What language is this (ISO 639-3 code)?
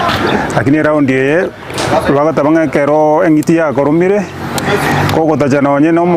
guz